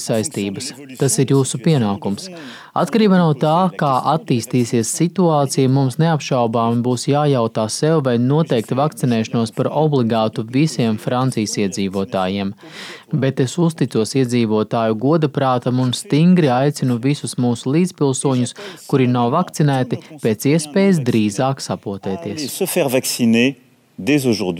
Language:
Latvian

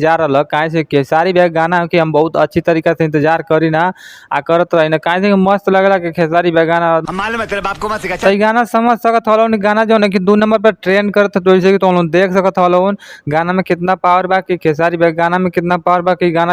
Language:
Bhojpuri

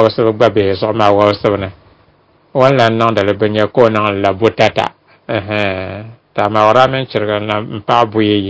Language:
Dagbani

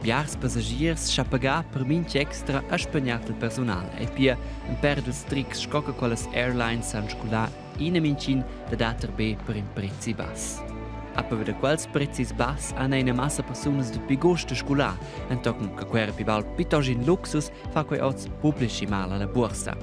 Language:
Romansh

